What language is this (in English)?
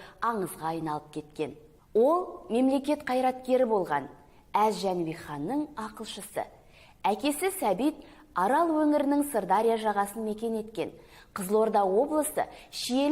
Kazakh